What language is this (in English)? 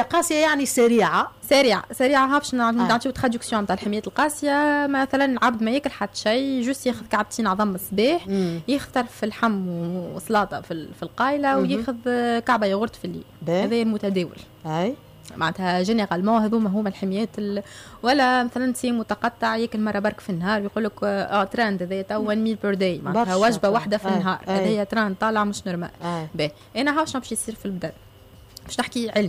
Tunisian Arabic